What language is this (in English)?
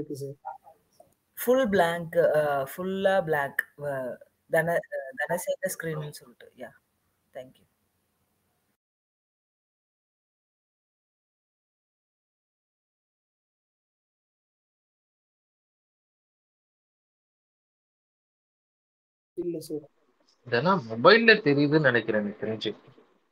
Tamil